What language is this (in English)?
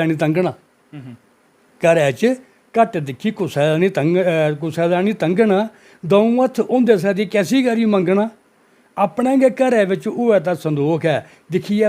Dogri